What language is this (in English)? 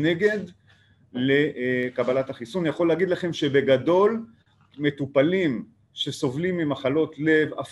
Hebrew